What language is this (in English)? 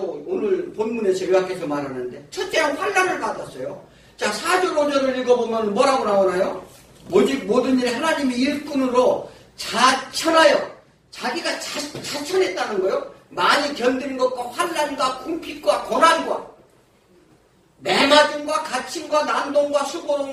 Korean